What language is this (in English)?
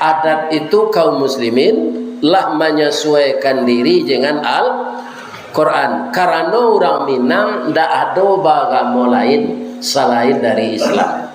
Minangkabau